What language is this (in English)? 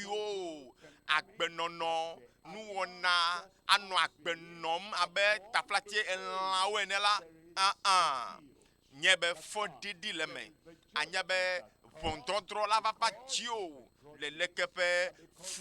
Ewe